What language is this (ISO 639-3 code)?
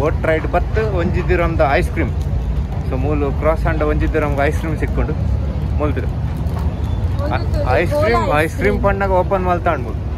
tcy